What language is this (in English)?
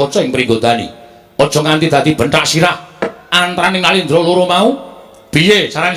Javanese